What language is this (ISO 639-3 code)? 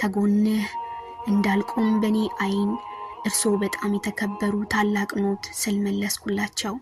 amh